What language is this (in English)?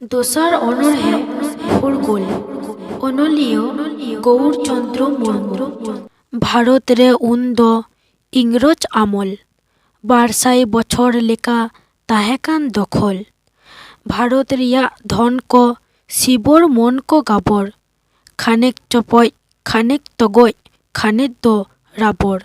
Santali